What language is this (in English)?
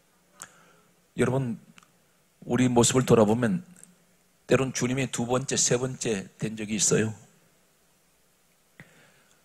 Korean